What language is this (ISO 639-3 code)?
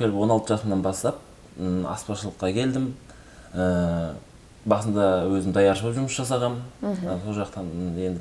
kaz